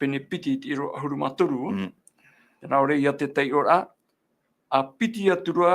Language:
Tahitian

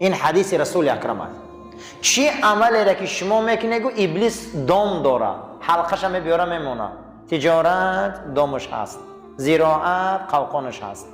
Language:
Tajik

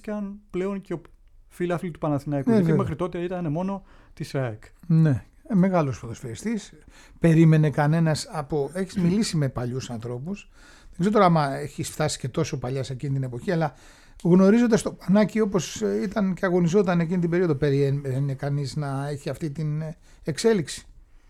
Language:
Greek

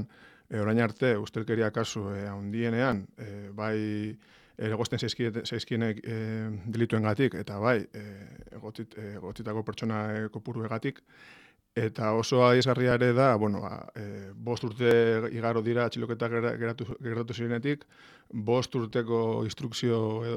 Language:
Basque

